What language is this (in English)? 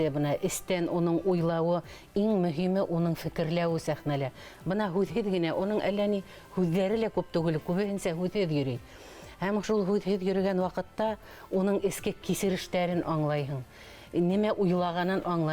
Bashkir